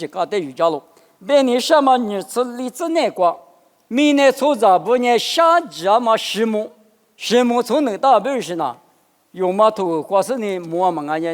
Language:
Lisu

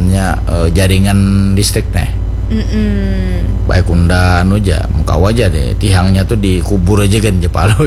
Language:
Banjar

